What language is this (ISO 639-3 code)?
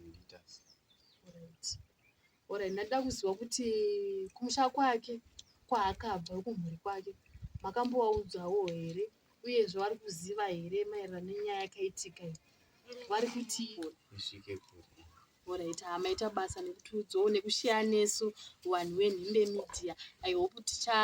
sna